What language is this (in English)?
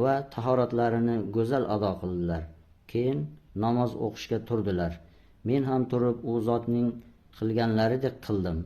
Uzbek